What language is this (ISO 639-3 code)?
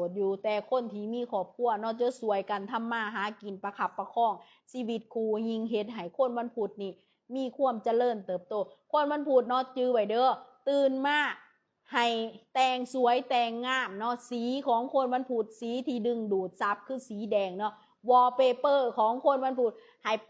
lao